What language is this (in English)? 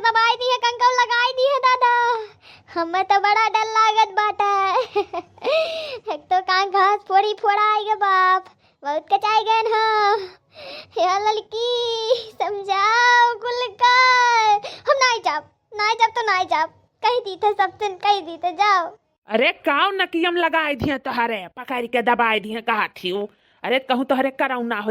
Awadhi